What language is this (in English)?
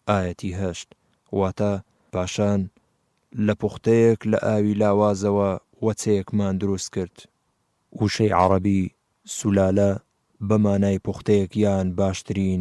Central Kurdish